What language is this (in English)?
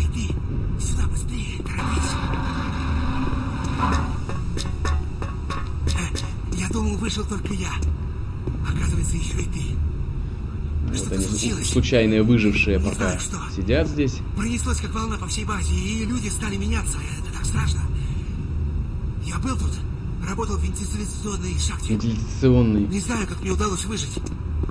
Russian